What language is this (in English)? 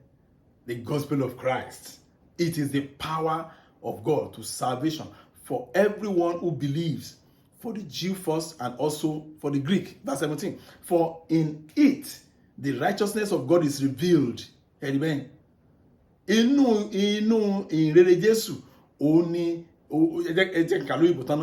Yoruba